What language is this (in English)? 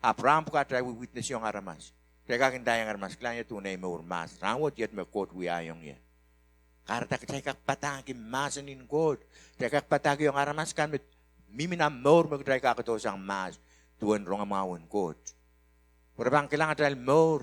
Pohnpeian